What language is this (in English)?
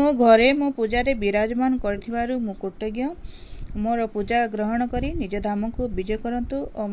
Odia